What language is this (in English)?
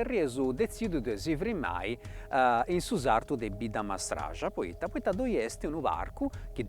Sardinian